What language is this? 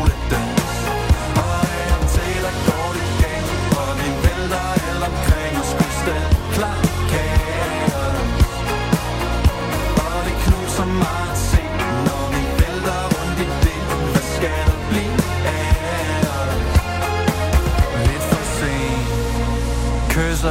Danish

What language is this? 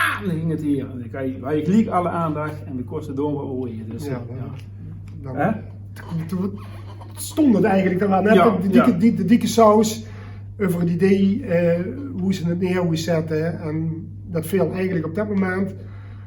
Limburgish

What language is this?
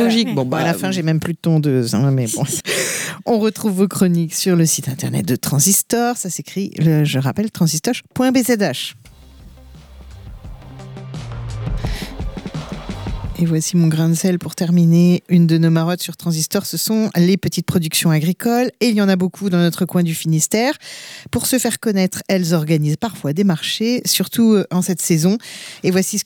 French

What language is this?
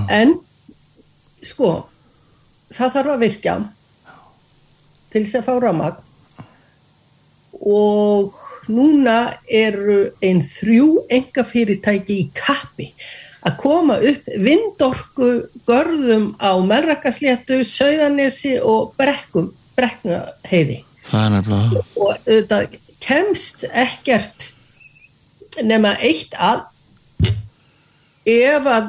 Icelandic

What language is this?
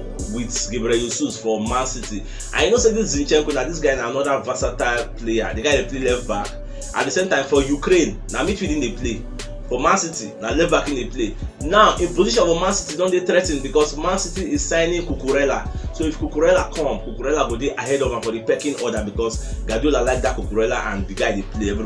Nigerian Pidgin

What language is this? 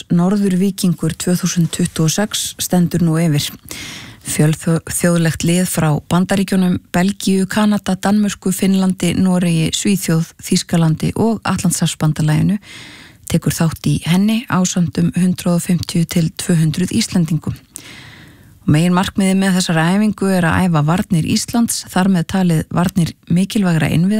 Icelandic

